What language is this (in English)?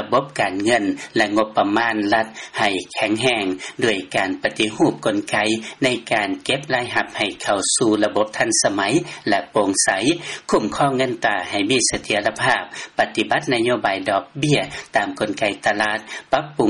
Lao